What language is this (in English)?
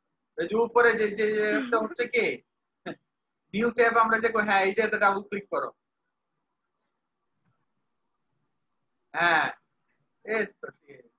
Bangla